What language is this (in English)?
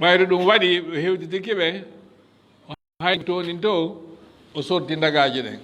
Fula